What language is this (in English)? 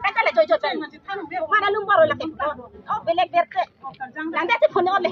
Karbi